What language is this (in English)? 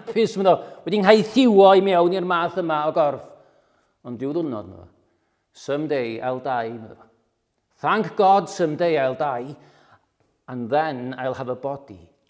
Welsh